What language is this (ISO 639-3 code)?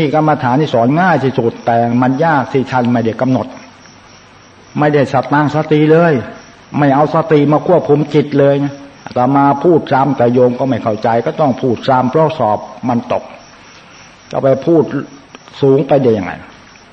tha